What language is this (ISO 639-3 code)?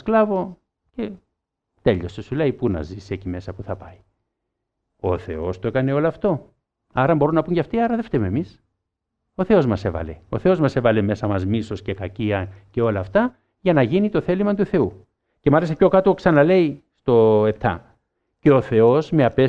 ell